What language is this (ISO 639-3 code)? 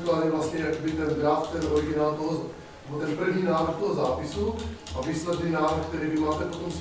ces